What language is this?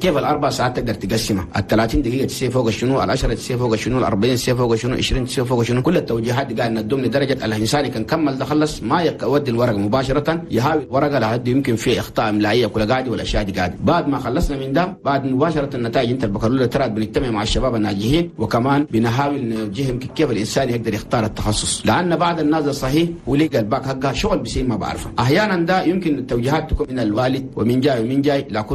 Chadian Arabic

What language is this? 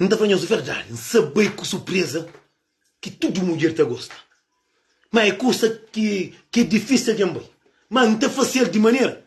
Kabuverdianu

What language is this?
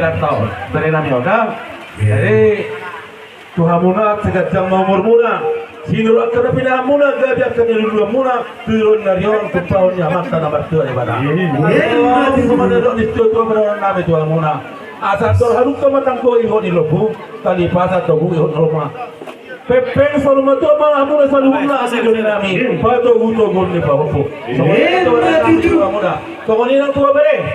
Batak Toba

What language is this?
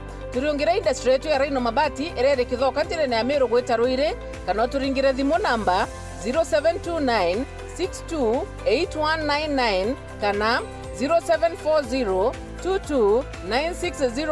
Meru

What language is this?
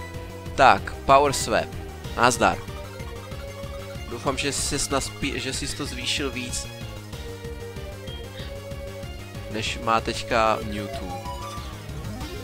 Czech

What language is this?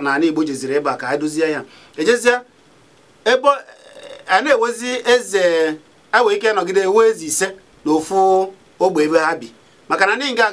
Igbo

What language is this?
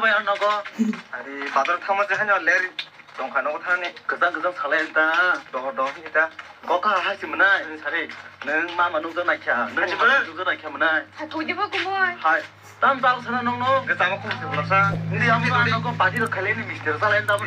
Kok Borok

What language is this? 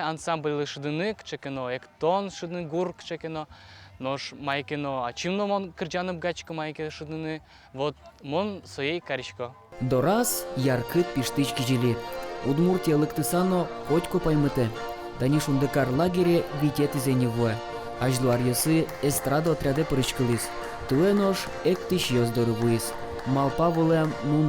Udmurt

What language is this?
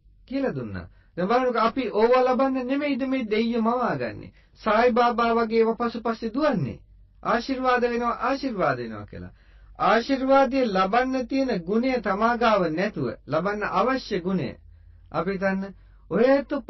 Sinhala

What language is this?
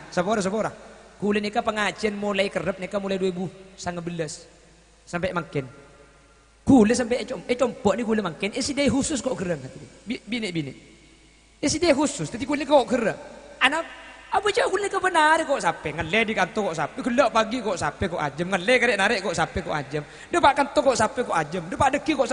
Madurese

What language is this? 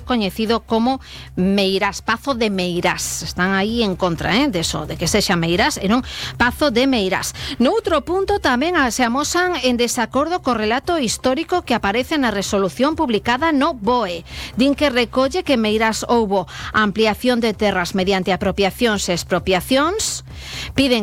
Galician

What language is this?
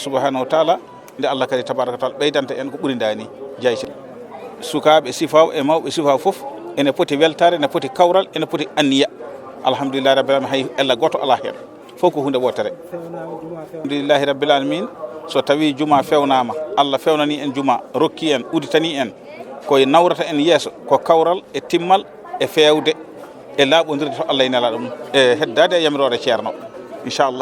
Fula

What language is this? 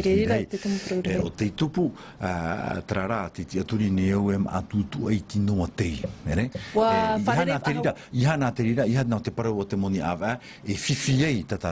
Tahitian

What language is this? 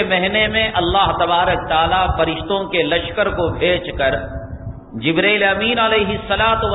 Urdu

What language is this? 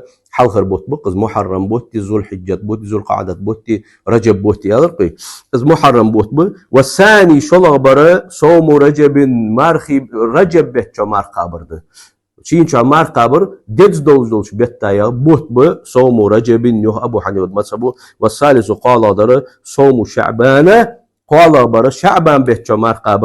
Ingush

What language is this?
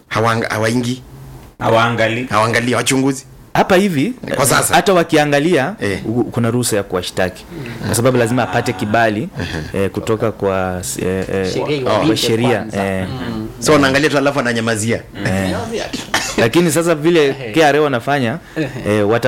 Swahili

